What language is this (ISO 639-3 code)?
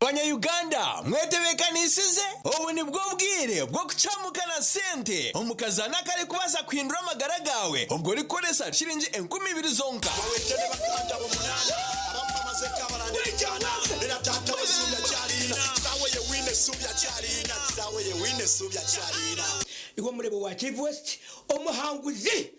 nyn